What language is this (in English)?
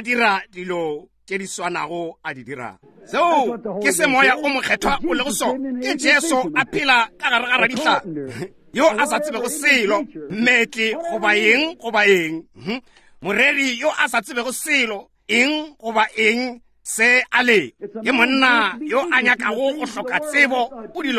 Northern Sotho